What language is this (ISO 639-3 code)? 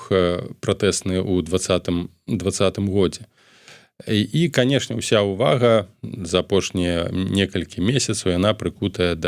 bel